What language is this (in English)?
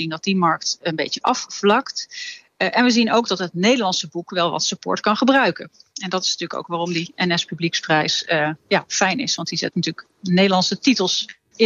Dutch